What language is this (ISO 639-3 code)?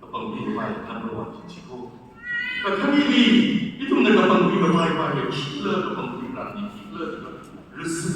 nmf